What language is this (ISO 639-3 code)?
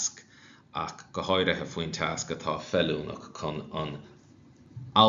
gle